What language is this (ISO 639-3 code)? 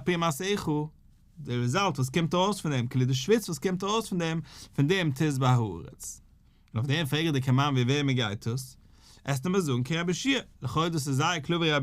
yid